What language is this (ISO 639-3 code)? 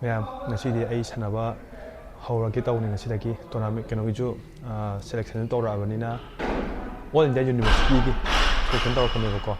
mni